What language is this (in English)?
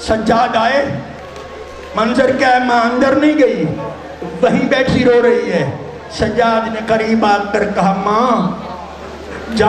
Urdu